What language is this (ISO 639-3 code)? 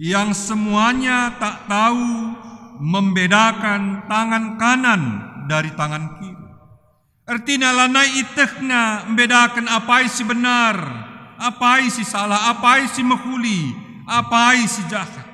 btx